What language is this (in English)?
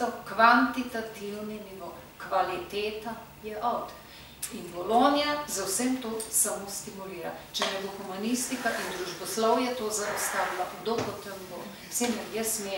Slovenian